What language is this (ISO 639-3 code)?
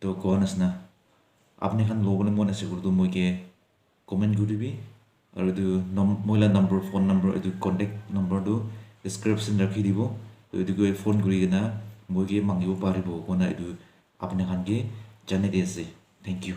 nag